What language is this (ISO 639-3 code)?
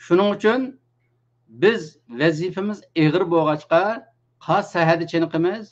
uig